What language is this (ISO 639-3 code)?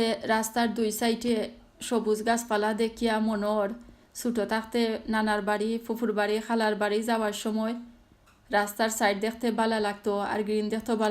syl